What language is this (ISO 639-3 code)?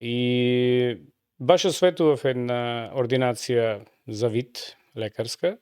mkd